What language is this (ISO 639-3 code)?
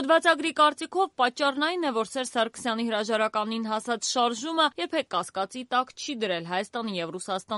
hye